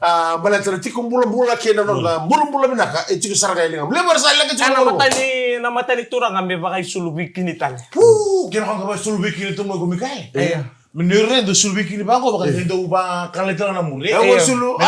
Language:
Fijian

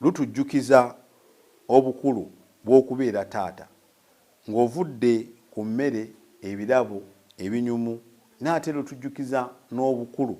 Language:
Ganda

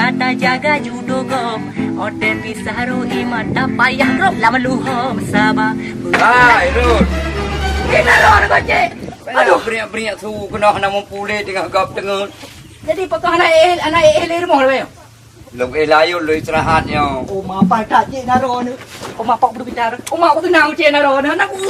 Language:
Achinese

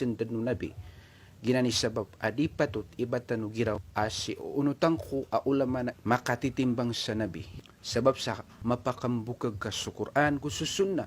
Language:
Maranao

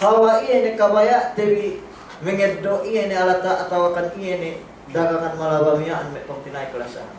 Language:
Yakan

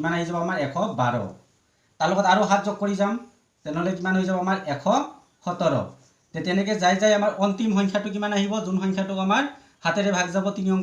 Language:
Assamese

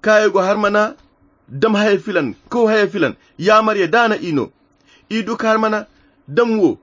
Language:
Koyra Chiini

